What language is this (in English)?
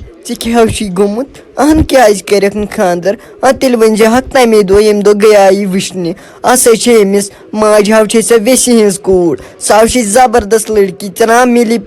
Kashmiri